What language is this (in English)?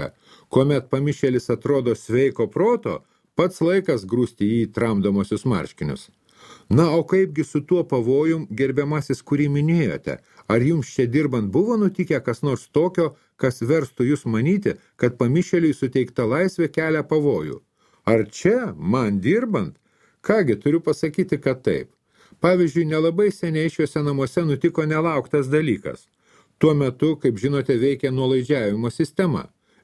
Lithuanian